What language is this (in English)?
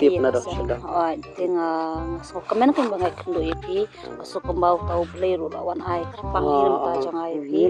Khasi